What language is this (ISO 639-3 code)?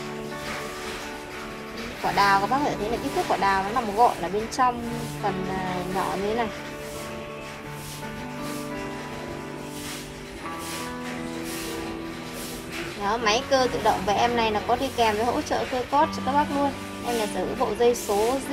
vie